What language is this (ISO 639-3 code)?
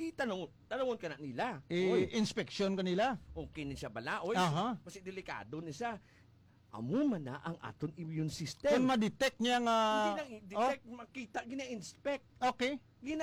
hil